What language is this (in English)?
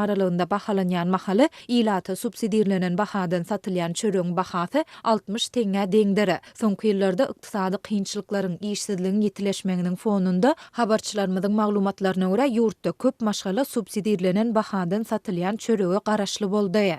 Turkmen